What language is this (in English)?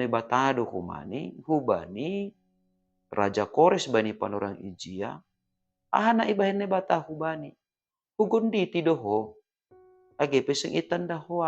Batak Simalungun